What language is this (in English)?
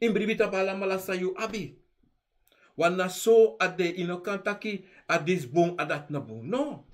Sranan Tongo